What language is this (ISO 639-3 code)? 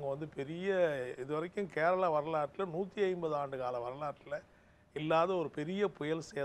tam